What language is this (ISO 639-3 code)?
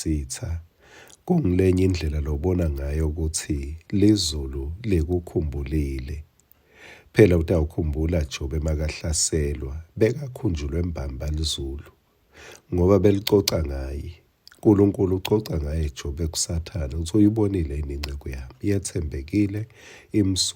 ssw